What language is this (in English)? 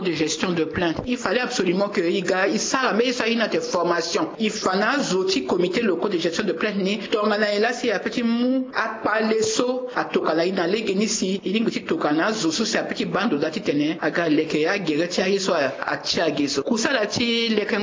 Sango